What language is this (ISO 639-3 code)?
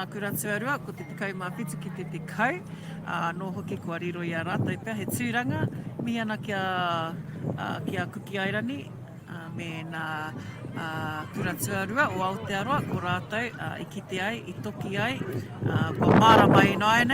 mri